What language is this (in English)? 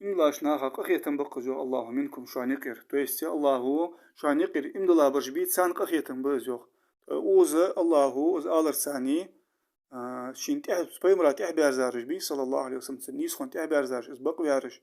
Ingush